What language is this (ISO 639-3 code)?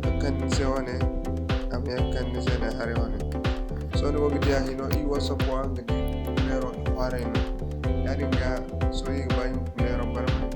dje